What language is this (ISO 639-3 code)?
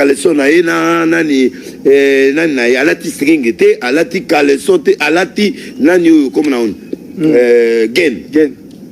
lin